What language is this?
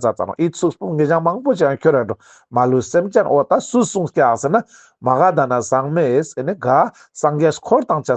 Ladakhi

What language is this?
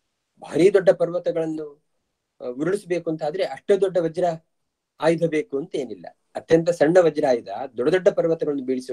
Kannada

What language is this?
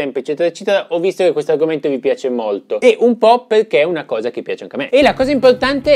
Italian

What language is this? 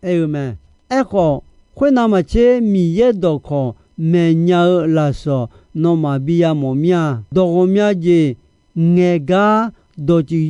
Akha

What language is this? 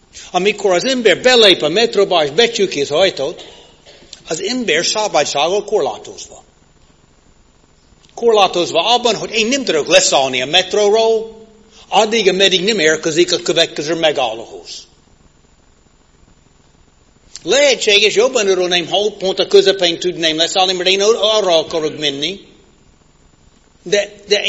Hungarian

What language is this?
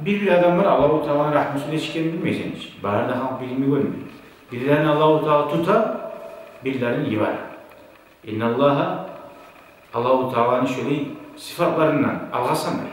Kumyk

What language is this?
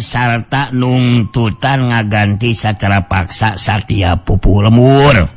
Sundanese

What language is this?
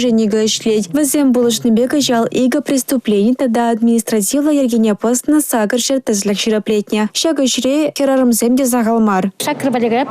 Chuvash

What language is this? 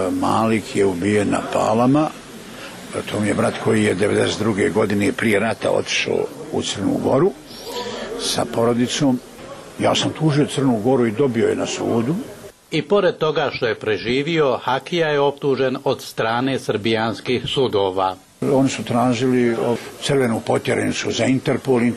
Bosnian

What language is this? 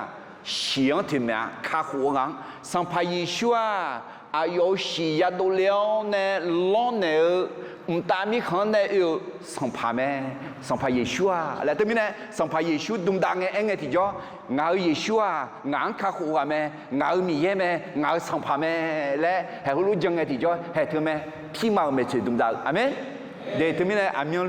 Akha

